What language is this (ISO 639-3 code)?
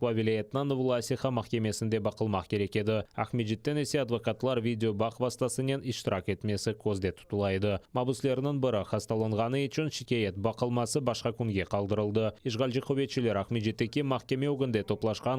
crh